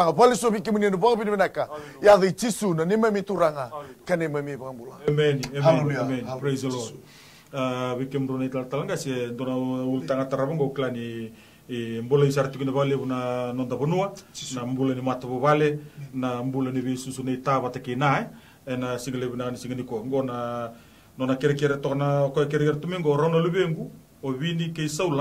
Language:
Fijian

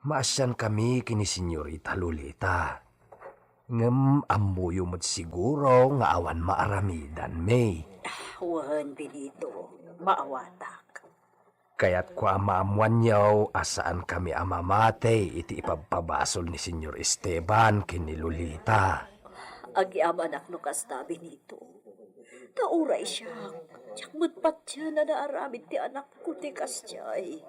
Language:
Iloko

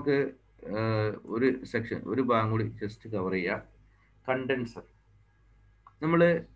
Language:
Malayalam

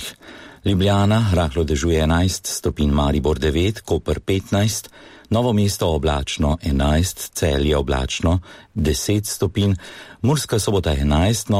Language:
Slovenian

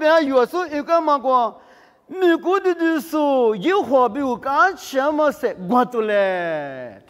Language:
Lisu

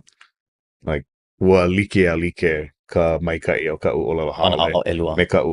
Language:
Hawaiian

